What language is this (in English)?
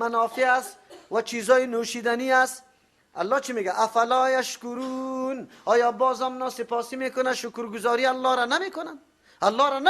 Persian